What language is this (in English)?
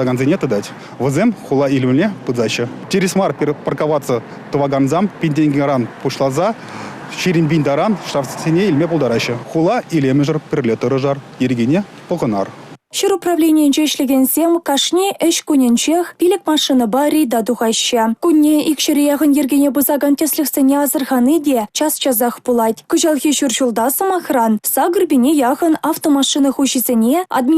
Chuvash